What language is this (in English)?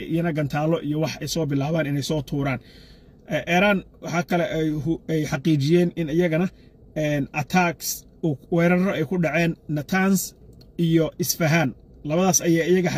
Somali